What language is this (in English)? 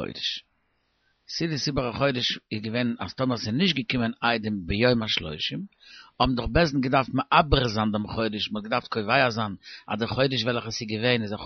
Yiddish